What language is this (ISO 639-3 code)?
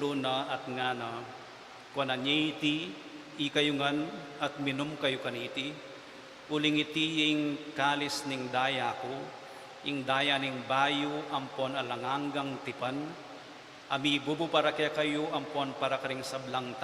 pam